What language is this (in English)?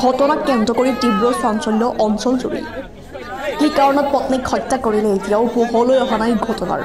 Assamese